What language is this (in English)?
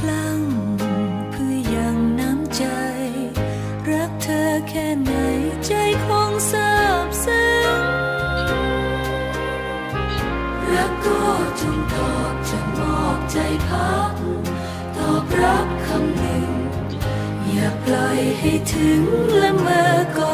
Thai